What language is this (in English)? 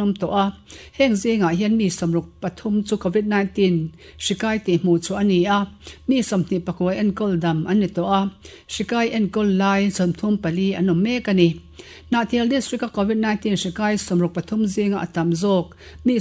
Mizo